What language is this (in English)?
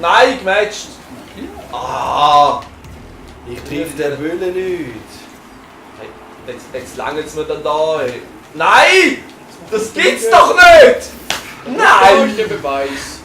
Swiss German